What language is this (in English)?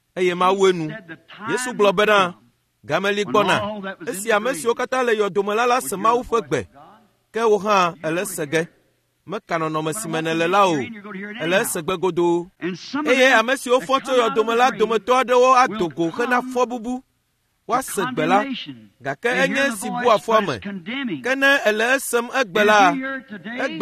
Ewe